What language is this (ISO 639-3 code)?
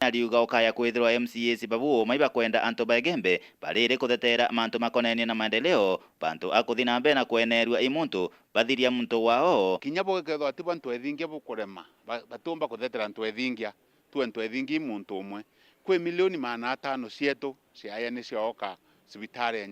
mer